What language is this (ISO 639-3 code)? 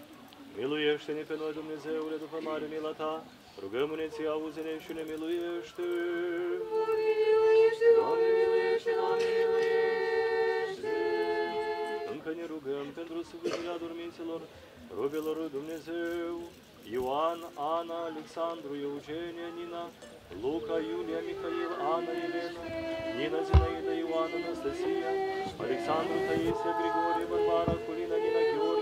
ron